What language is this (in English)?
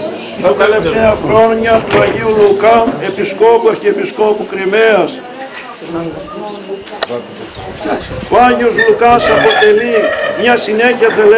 Greek